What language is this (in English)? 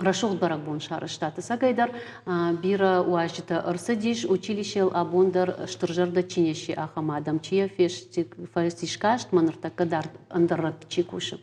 Ossetic